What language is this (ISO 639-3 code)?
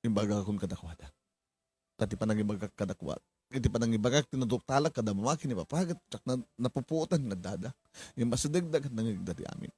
ilo